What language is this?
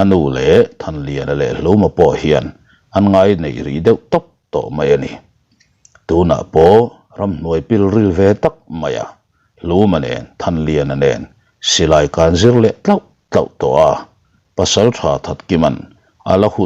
Mizo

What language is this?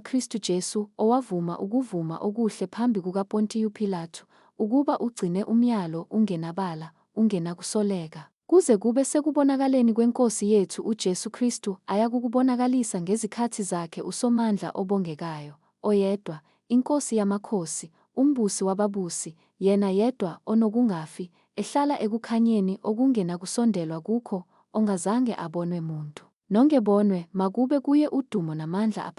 Zulu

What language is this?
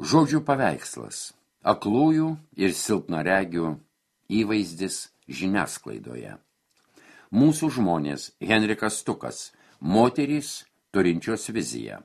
Lithuanian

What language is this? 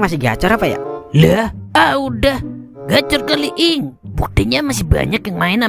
Betawi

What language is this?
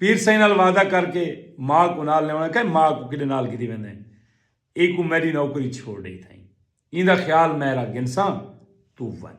Saraiki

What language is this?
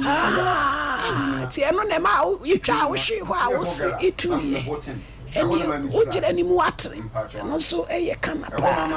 Akan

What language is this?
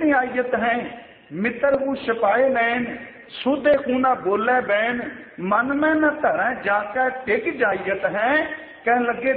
Punjabi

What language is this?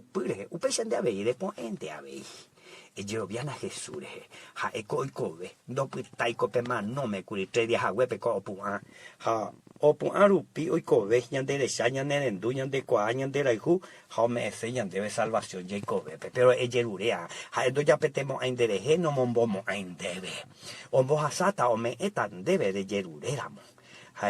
Guarani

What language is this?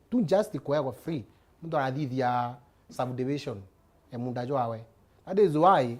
Meru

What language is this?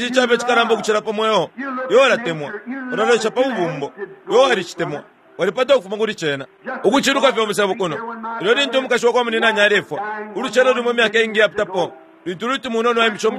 Bemba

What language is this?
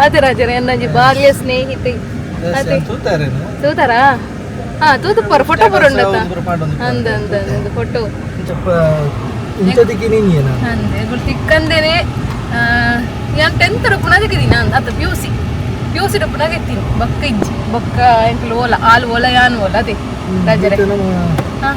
Tulu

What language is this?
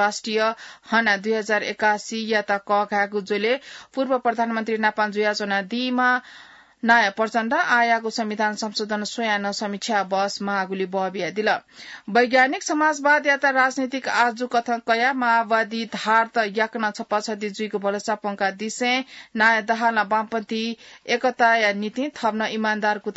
Newari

